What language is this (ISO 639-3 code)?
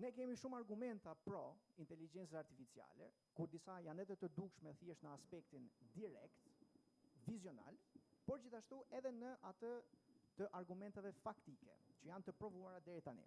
sqi